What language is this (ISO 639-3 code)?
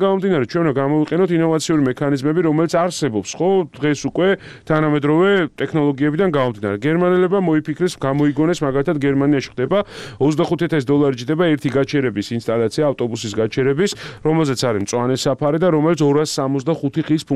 kat